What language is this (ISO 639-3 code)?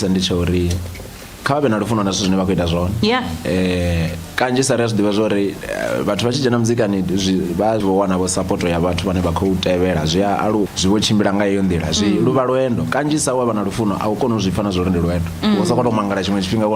ven